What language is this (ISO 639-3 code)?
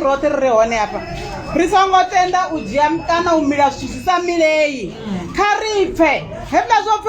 ven